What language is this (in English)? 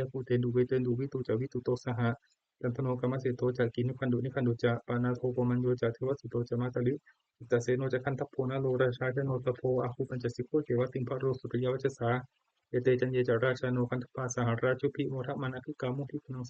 Pali